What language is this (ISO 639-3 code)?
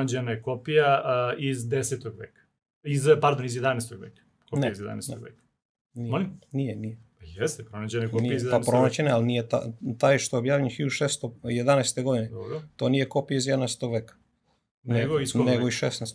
srp